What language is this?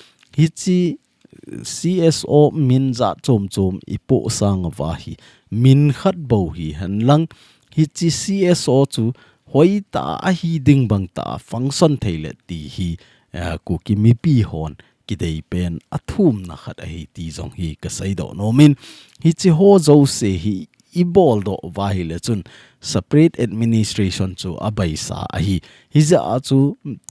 Thado Chin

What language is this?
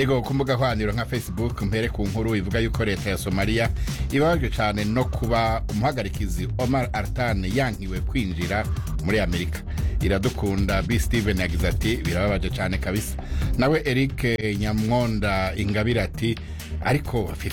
Kinyarwanda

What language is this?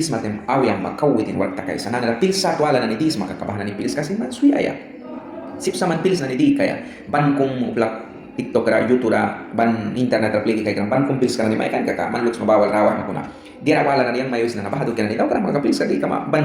Mískito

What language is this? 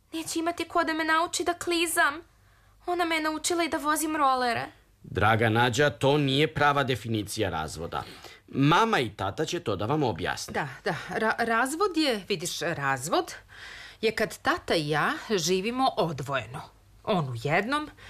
Serbian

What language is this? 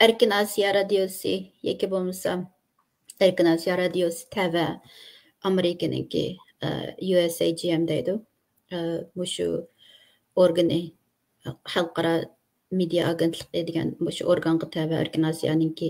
Uyghur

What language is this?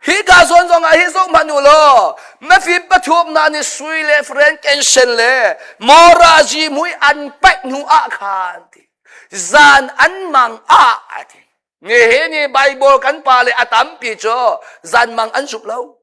Hakha Chin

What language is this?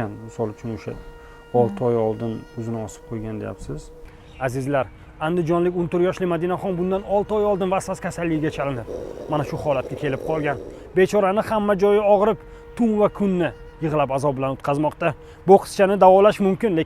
Uzbek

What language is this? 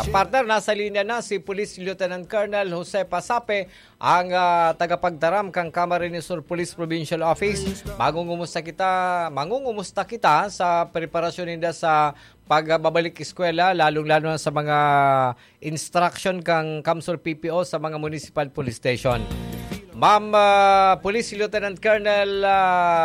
Bikol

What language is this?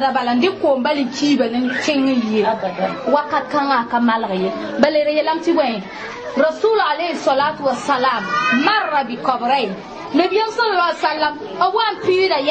Mossi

